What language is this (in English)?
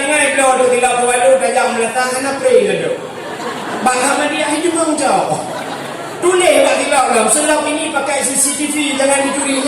Achinese